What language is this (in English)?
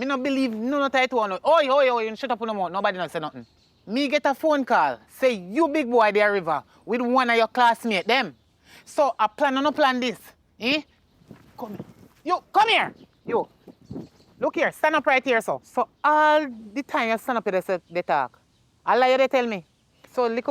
Jamaican Creole English